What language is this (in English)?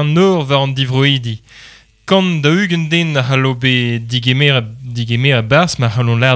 Breton